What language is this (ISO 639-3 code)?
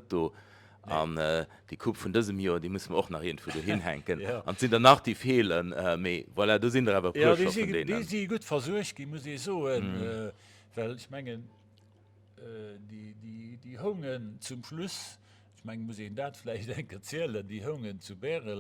ltz